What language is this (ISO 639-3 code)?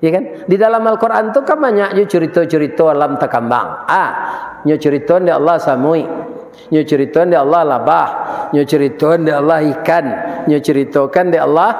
min